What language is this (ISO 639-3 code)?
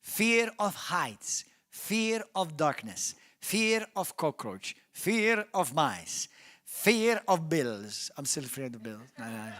eng